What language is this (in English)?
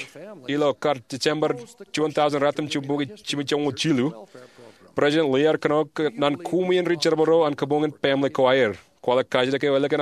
Marshallese